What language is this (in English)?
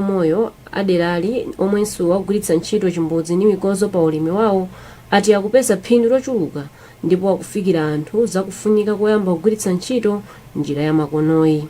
Nyanja